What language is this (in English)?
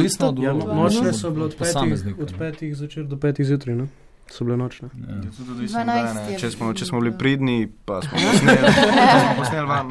Slovenian